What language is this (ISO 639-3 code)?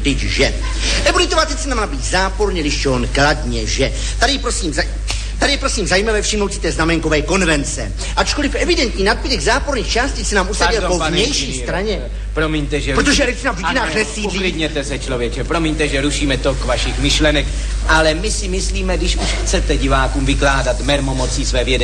ces